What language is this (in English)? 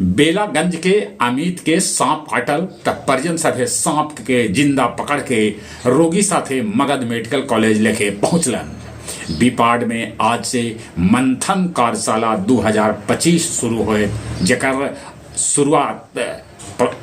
Magahi